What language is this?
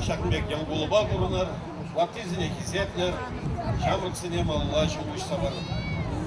Chuvash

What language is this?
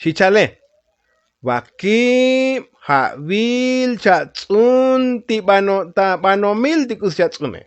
Tzotzil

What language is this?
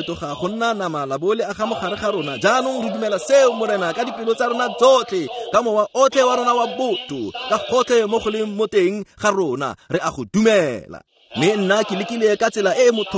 Tswana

